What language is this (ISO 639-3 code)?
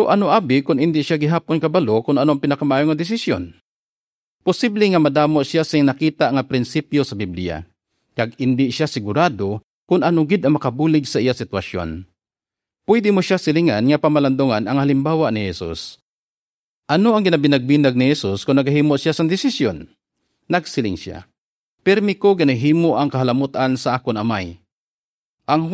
hil